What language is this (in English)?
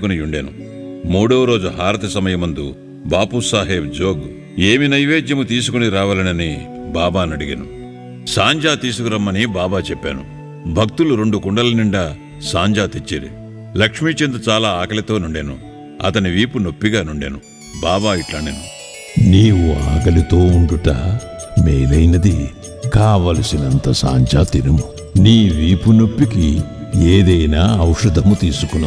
Telugu